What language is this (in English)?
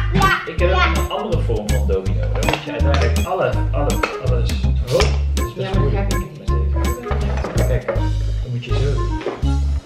Dutch